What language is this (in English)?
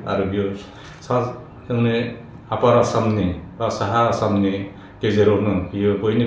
Bodo